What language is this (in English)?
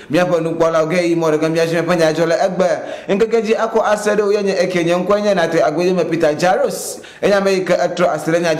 Ewe